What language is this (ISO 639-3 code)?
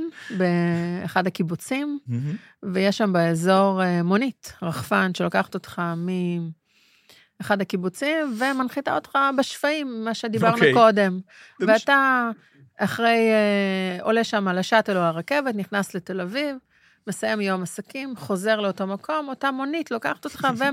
heb